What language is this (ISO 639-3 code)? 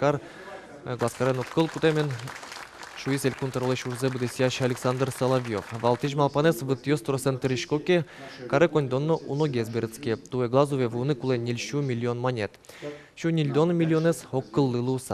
udm